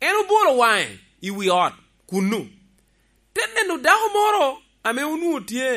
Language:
Lango (Uganda)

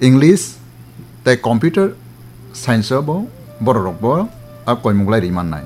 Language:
Kok Borok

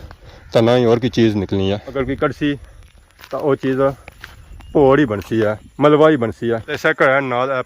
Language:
Pahari-Potwari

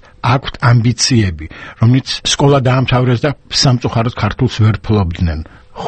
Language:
Georgian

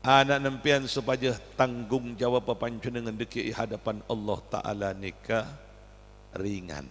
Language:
Madurese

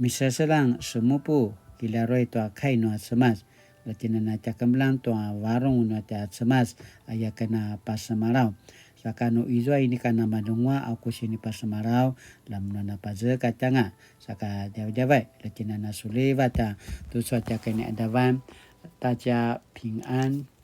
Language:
Paiwan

